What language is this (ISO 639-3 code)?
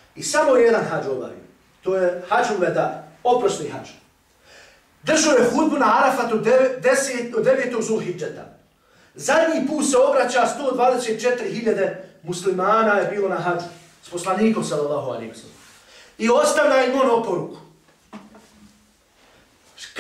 bos